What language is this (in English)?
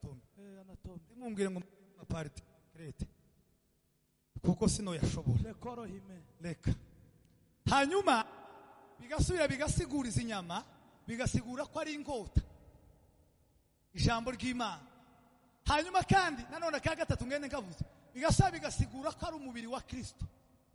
Kinyarwanda